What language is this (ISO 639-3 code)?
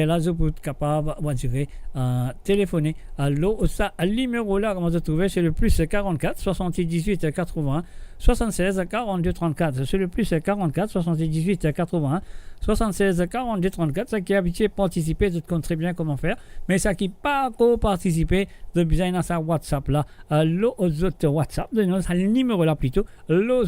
mfe